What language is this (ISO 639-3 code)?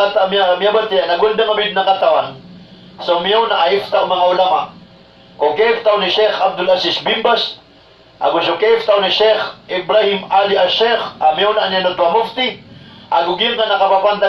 mrw